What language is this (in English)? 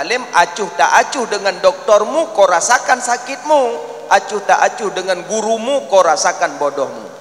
Achinese